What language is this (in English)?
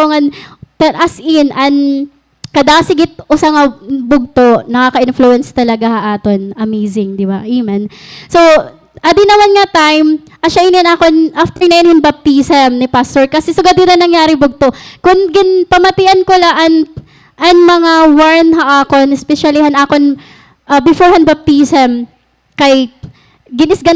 Waray